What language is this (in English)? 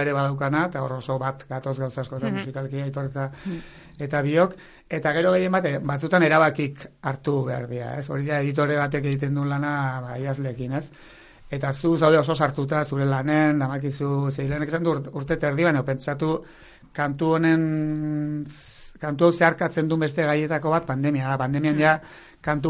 Basque